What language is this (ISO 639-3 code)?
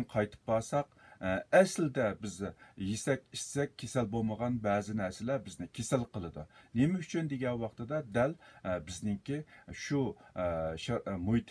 uig